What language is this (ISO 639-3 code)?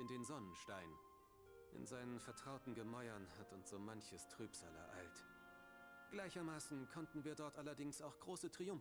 deu